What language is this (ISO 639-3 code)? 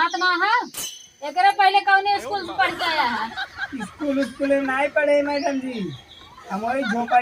awa